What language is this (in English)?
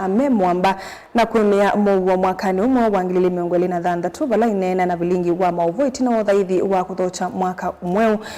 Kamba